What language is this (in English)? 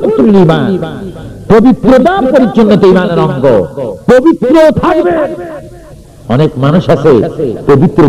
Bangla